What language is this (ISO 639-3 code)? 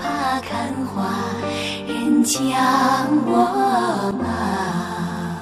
zho